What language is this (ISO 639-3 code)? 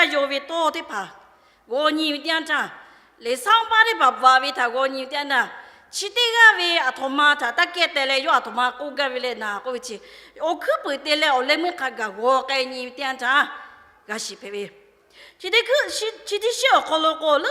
lhu